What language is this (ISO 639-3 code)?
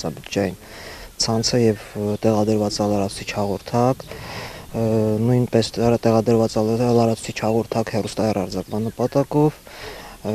hye